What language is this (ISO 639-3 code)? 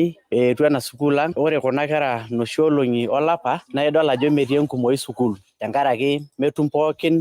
mas